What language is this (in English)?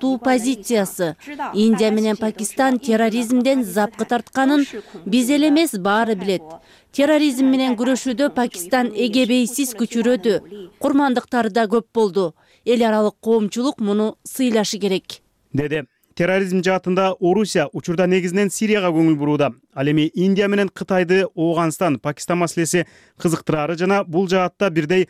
Kyrgyz